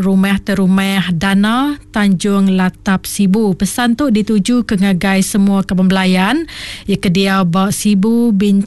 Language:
Iban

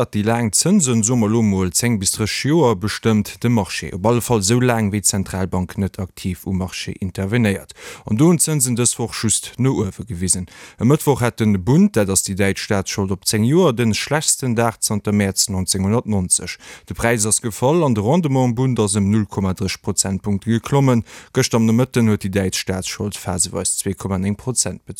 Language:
Luxembourgish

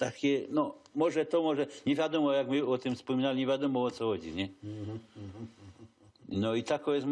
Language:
Silesian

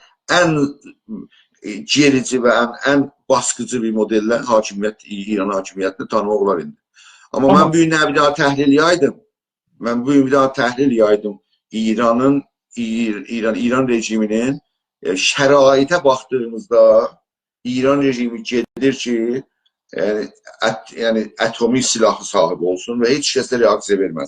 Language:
South Azerbaijani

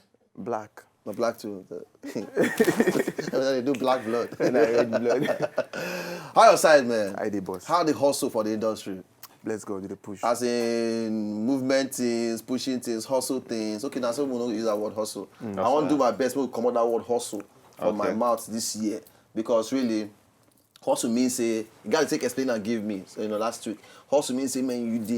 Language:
Nigerian Pidgin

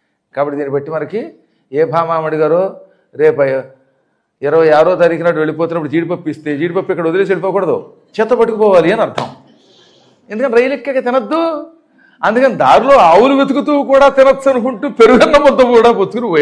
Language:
Telugu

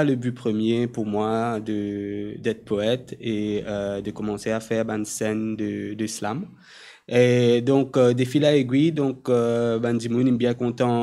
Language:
Morisyen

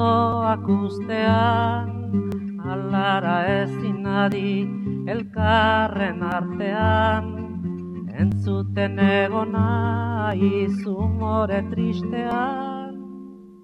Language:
Basque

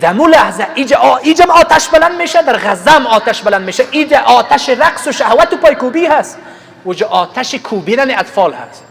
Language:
Persian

